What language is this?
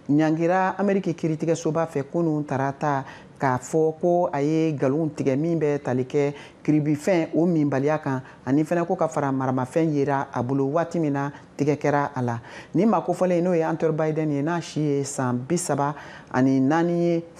Bambara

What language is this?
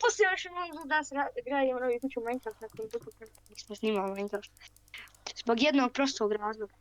Bosnian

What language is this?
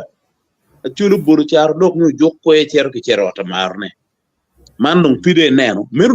Acoli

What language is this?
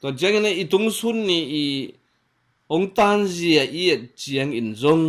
Tedim Chin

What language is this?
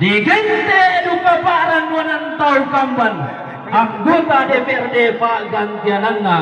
Toraja-Sa'dan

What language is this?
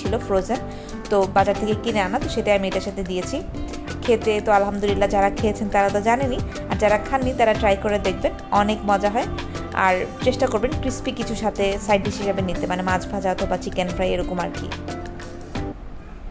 Bangla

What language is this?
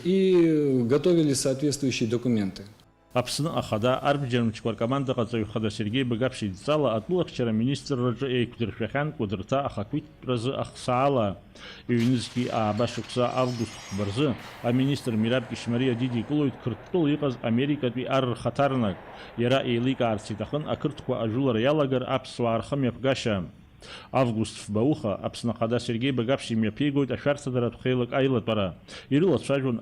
Abkhazian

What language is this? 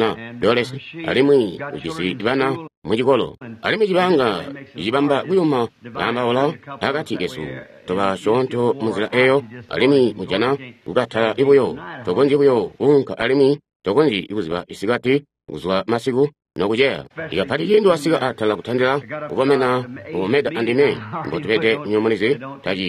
Tonga (Zambia)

